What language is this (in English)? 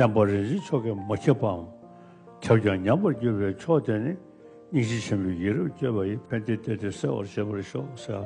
Tibetan